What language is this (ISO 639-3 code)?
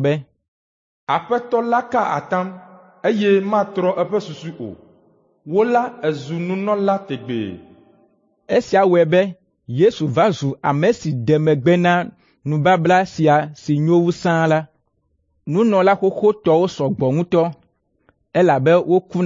ewe